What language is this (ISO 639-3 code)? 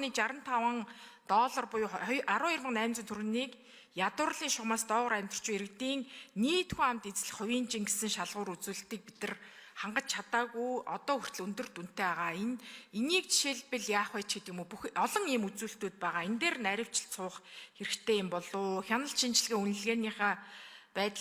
mon